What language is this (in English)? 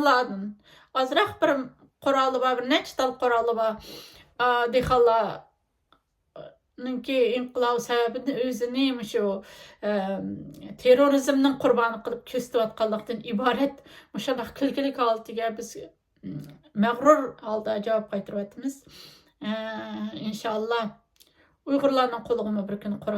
Uyghur